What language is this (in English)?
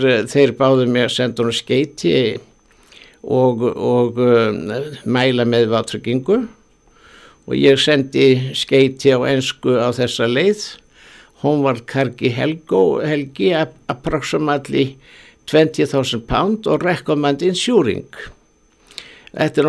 Icelandic